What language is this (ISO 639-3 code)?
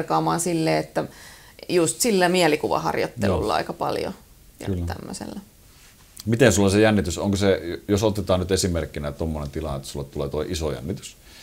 fin